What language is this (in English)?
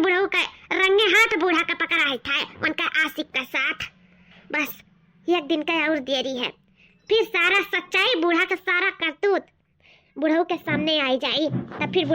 Awadhi